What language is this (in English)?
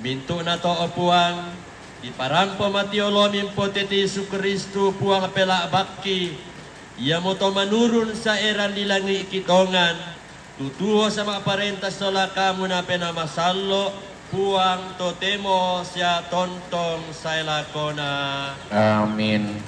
Toraja-Sa'dan